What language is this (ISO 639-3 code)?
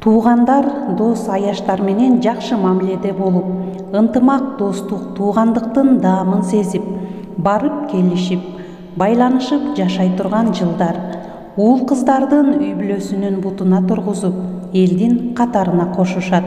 kir